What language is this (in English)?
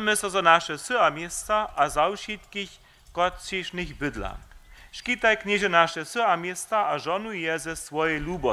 Upper Sorbian